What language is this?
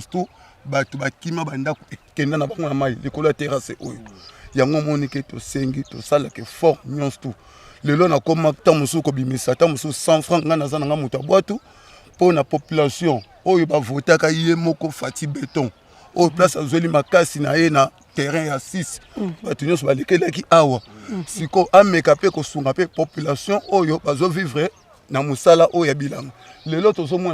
Lingala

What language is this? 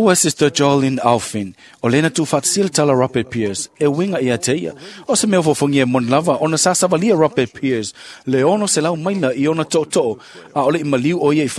Samoan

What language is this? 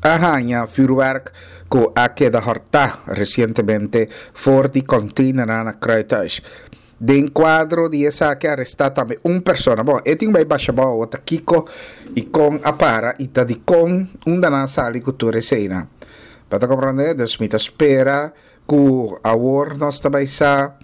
Papiamento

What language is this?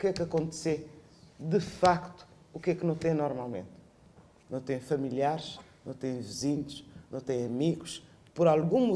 Kabuverdianu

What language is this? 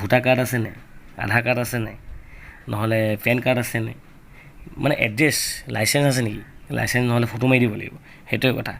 Assamese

